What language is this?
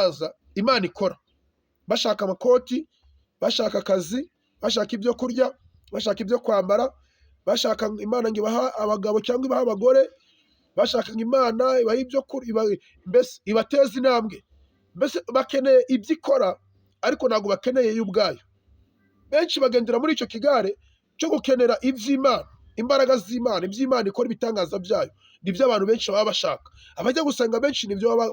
Kinyarwanda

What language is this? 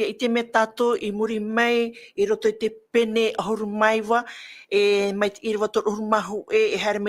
Tahitian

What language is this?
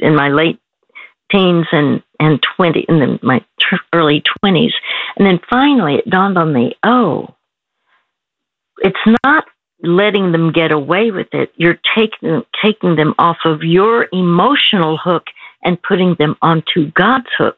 English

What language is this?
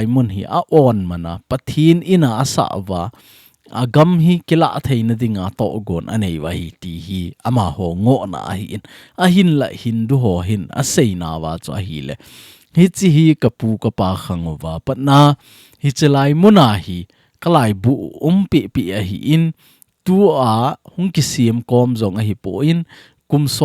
Thado Chin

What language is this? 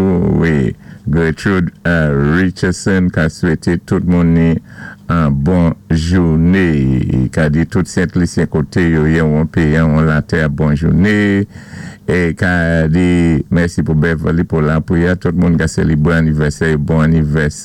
Saint Lucian Creole French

